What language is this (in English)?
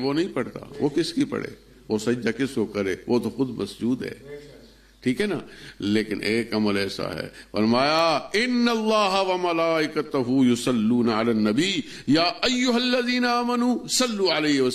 Urdu